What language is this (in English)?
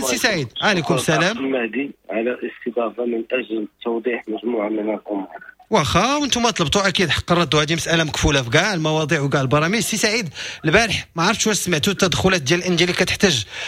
Moroccan Arabic